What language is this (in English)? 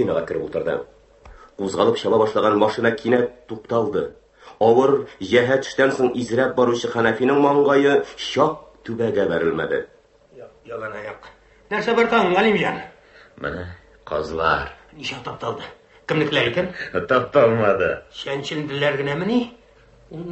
Tatar